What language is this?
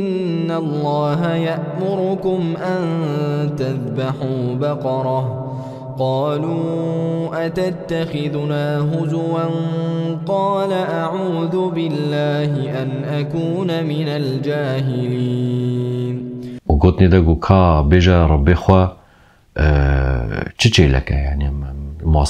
Kurdish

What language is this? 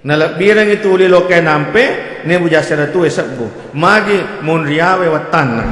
Buginese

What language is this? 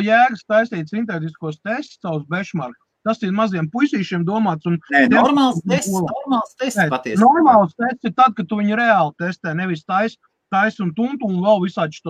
Latvian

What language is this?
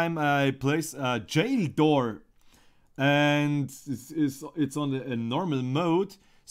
Bavarian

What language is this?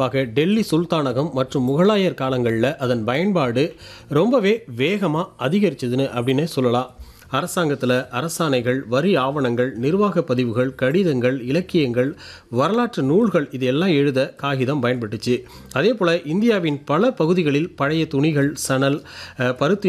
Tamil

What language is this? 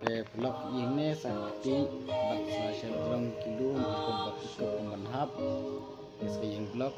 Khasi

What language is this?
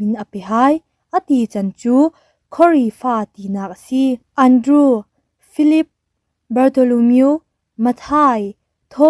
Falam Chin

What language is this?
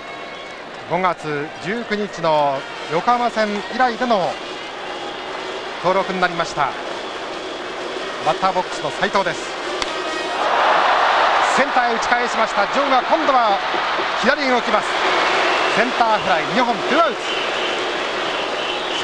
Japanese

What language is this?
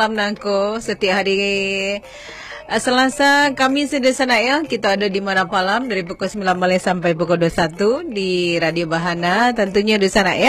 Minangkabau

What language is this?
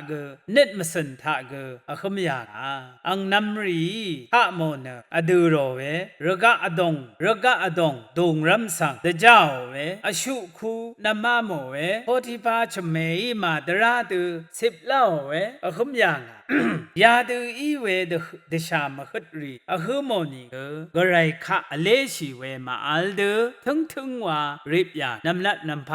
Rawang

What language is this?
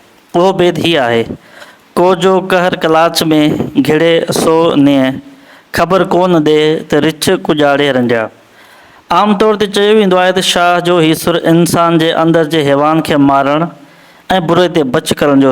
Sindhi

